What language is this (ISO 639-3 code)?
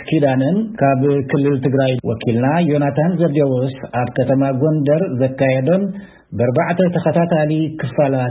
tir